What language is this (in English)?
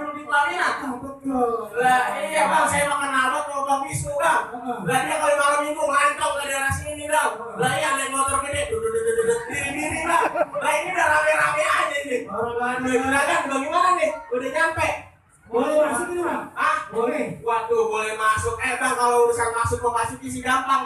Betawi